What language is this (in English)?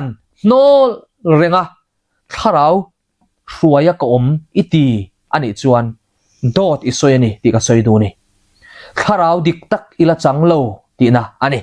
Mizo